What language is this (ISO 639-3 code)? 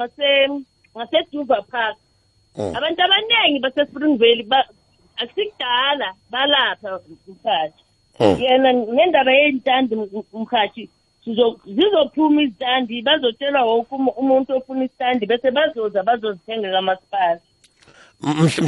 nbl